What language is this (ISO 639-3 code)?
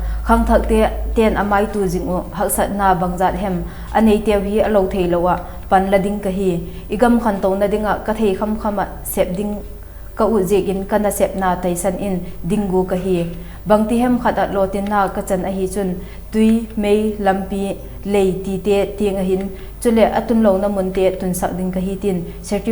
vap